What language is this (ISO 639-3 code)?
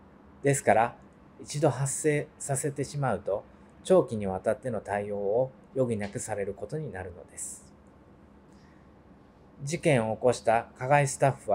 jpn